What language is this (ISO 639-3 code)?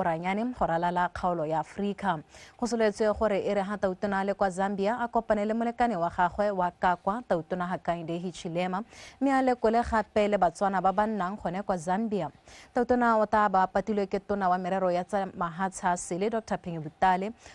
tsn